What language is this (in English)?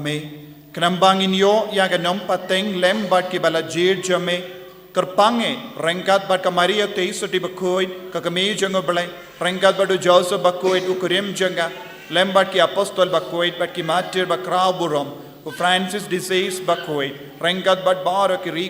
Khasi